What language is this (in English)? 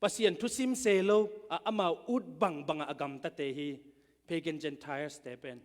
Tedim Chin